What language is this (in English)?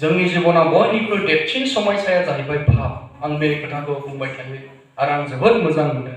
Bodo